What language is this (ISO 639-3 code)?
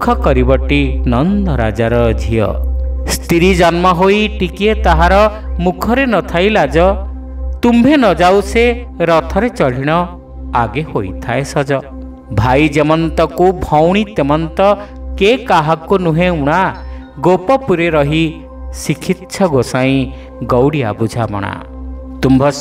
ori